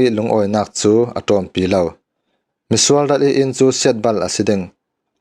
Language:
Falam Chin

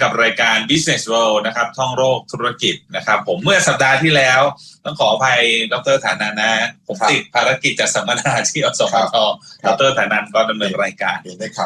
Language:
Thai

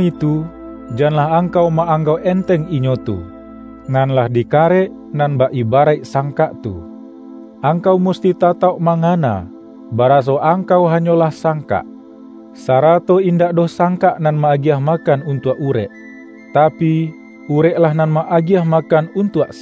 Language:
Minangkabau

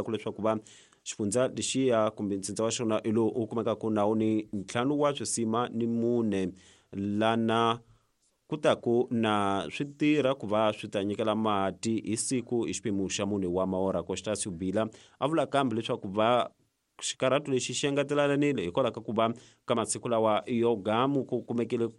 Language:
Tsonga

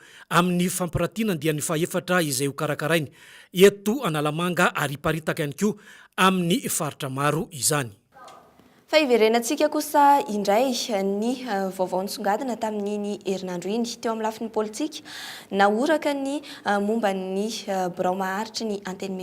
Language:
Malagasy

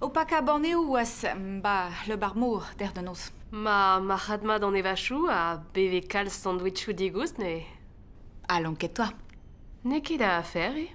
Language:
Breton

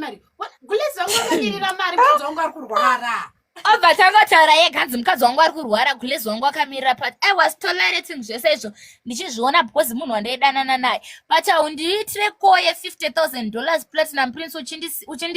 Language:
Shona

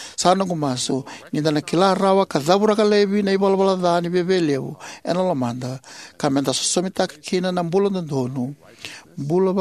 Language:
Fijian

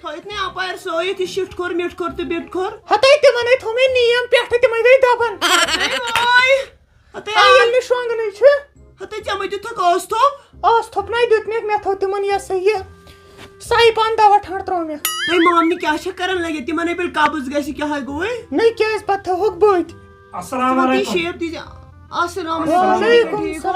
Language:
Kashmiri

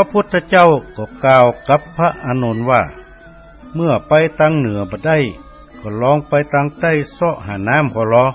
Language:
Northern Thai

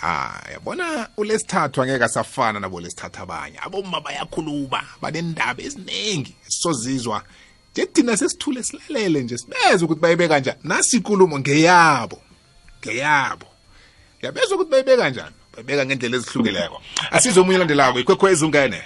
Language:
South Ndebele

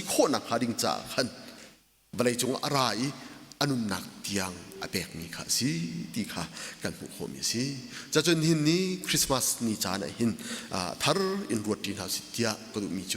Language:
Hakha Chin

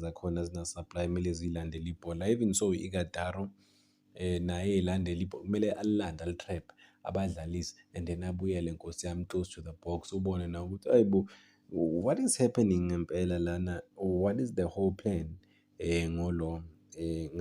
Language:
Zulu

